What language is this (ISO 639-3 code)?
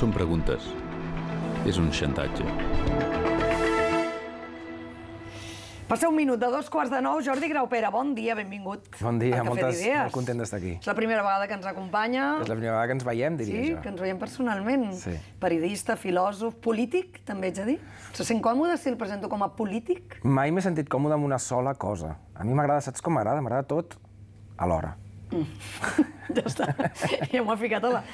cat